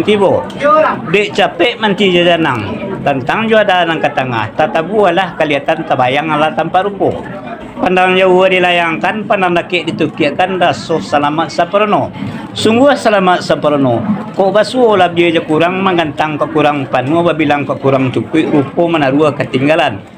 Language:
Minangkabau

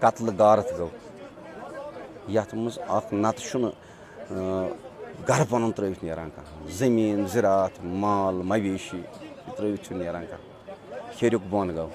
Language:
Kashmiri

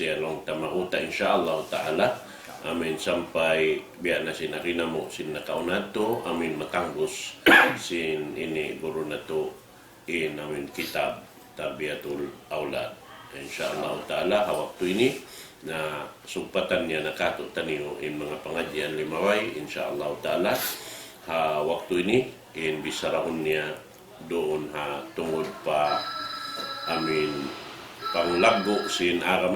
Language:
Tausug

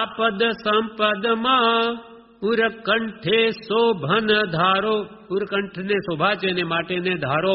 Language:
Gujarati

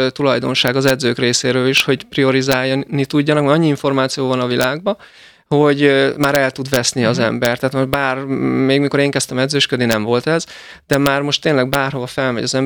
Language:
Hungarian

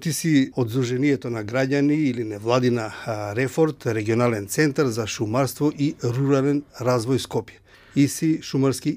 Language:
Macedonian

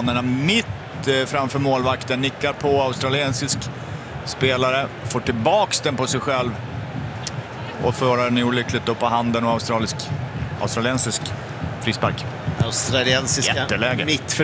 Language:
Swedish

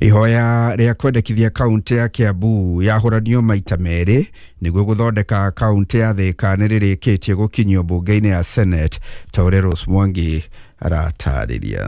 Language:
Kikuyu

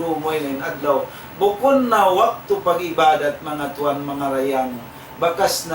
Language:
Tausug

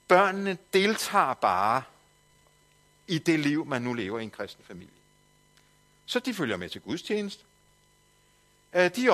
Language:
Danish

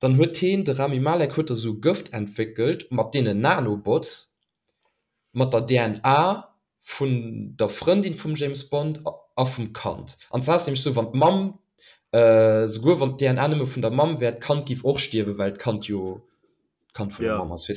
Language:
Luxembourgish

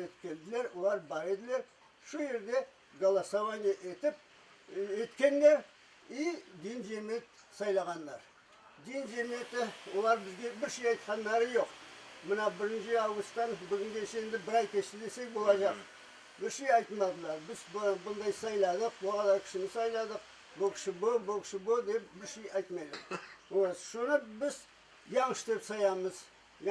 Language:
Crimean Tatar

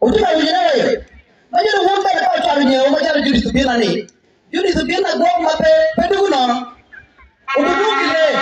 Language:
Acoli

